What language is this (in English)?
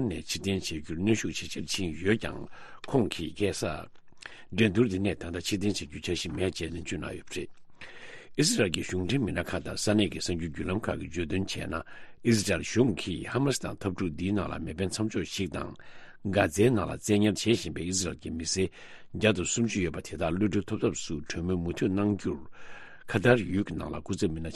Tibetan